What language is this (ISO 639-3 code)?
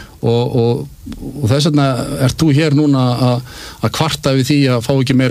isl